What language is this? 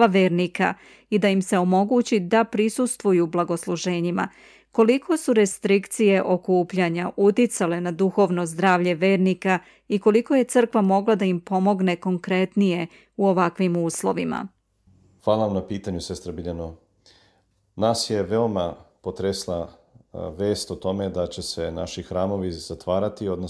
Serbian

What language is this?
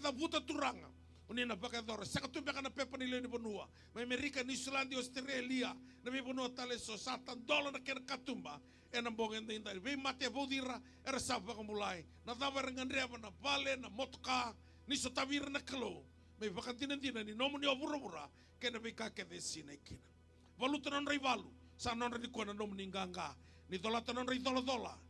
Fijian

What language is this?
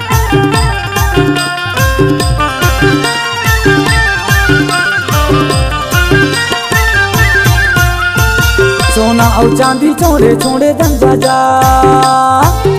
Chhattisgarhi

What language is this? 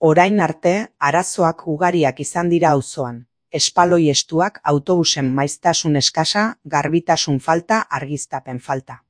Basque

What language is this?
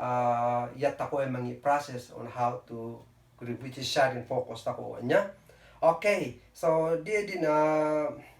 Kankanaey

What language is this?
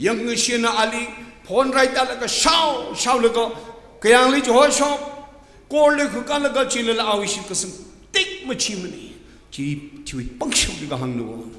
Tangkhul Naga (India)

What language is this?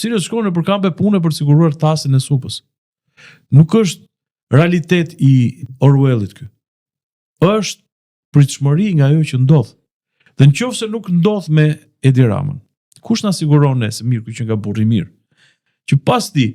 Albanian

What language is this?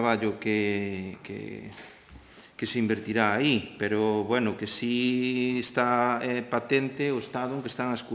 Galician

